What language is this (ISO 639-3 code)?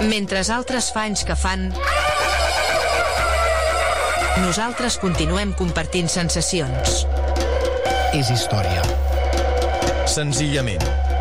cat